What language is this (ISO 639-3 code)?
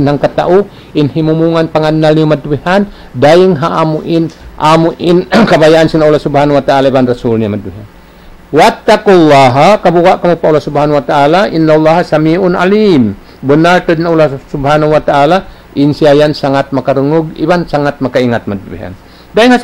tsg